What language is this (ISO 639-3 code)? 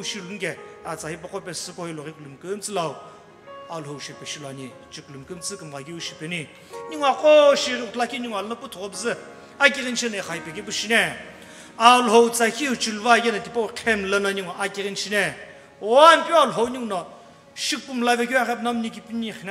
nsm